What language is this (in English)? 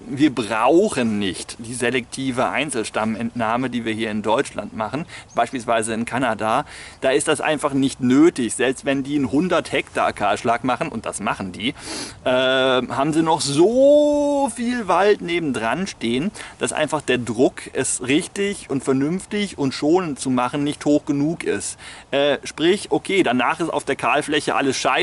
German